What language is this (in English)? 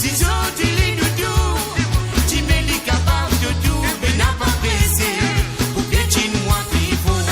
Morisyen